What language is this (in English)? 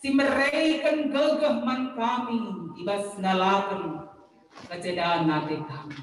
Batak Karo